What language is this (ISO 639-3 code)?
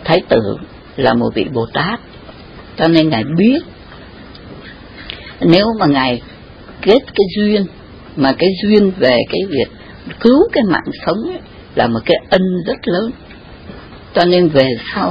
vie